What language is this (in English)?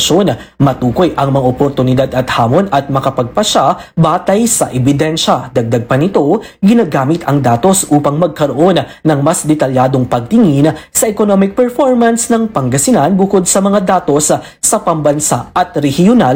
Filipino